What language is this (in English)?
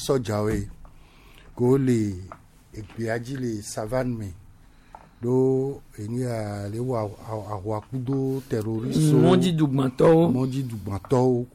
Gen